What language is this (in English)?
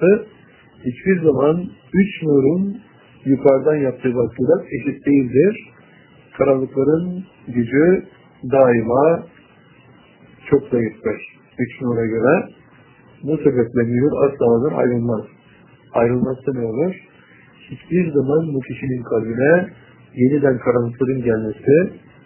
Turkish